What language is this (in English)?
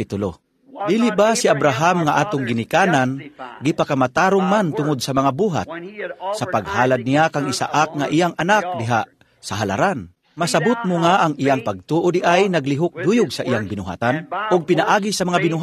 Cebuano